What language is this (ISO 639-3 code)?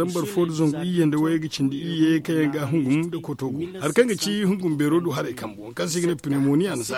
dje